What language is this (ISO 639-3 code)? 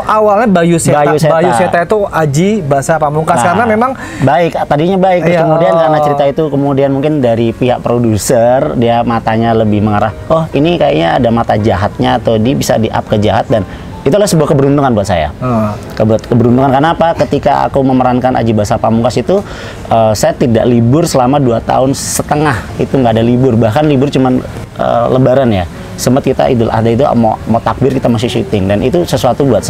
ind